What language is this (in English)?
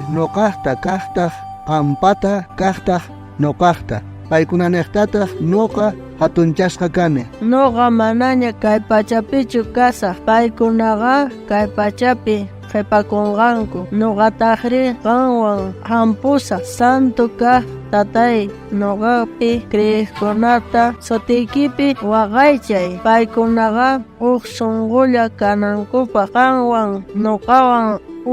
South Bolivian Quechua